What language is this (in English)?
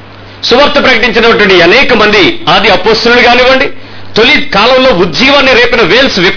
Telugu